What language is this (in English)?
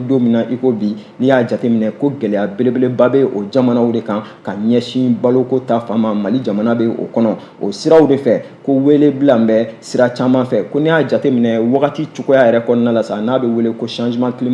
Bambara